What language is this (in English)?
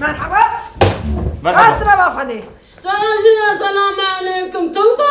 Kurdish